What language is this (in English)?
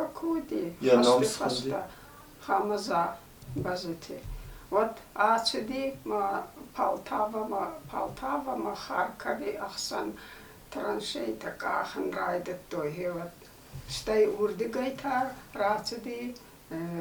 Ossetic